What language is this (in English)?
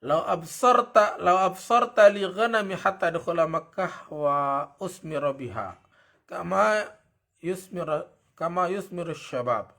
Sasak